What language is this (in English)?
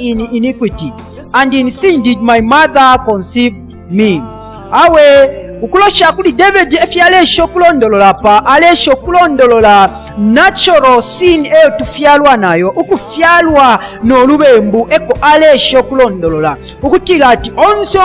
Bemba